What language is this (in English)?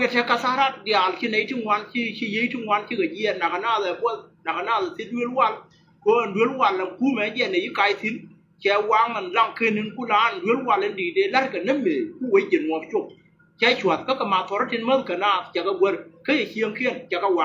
Nuer